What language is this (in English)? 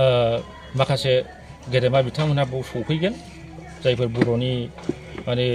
Bodo